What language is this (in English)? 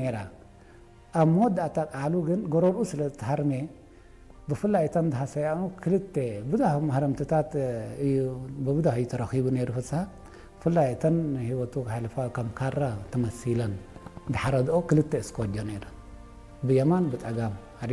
Tigrinya